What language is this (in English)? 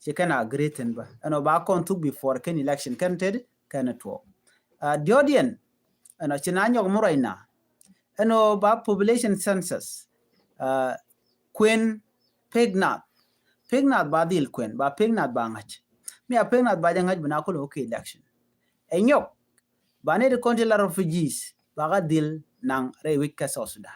Nuer